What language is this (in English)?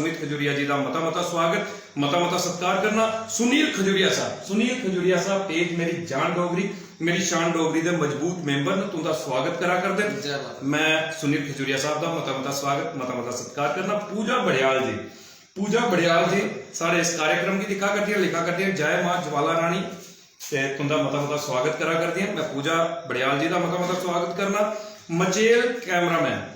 Dogri